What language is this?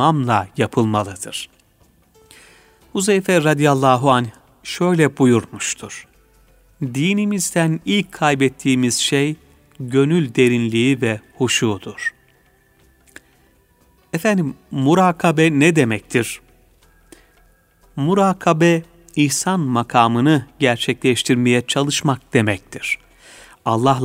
Turkish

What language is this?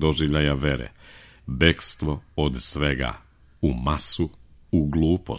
Serbian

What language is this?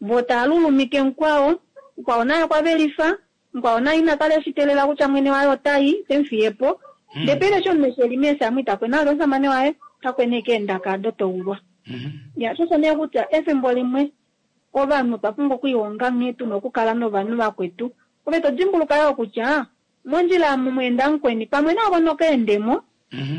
Kuanyama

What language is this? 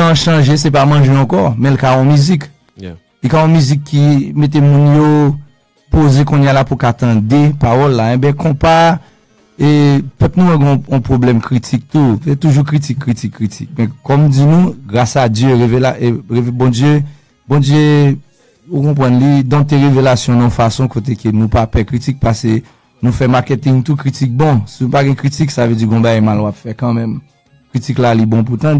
Haitian Creole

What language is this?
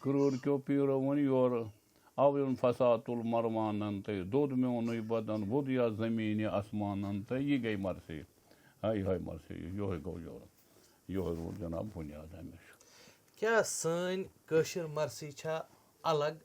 Kashmiri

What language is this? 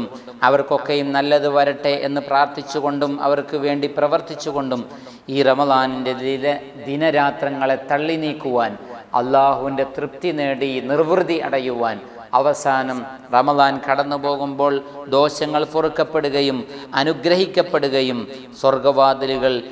Malayalam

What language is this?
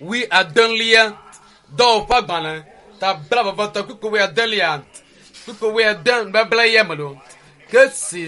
Ewe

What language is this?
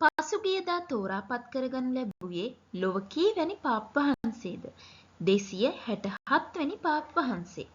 Sinhala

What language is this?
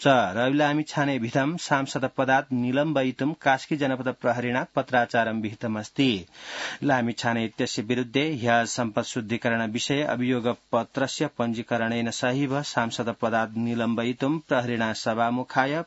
Sanskrit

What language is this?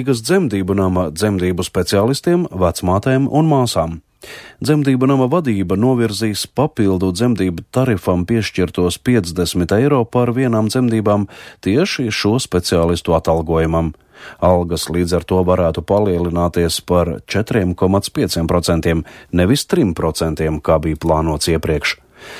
Latvian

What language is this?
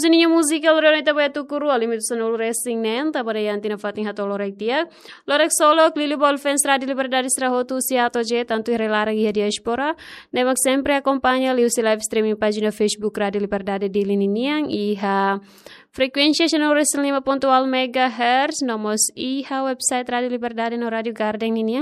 Tetum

